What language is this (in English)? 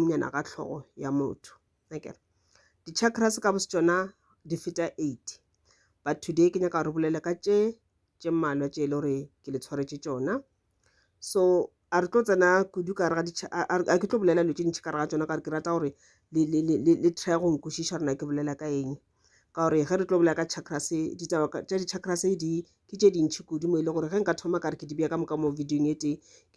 Northern Sotho